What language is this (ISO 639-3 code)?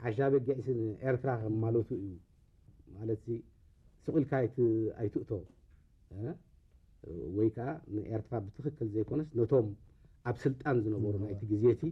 tir